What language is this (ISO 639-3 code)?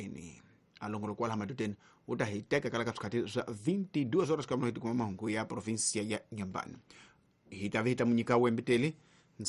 tso